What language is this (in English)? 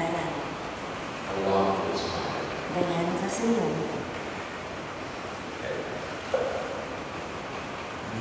Indonesian